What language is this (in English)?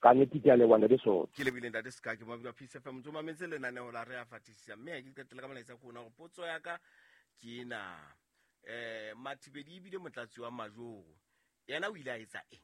Southern Sotho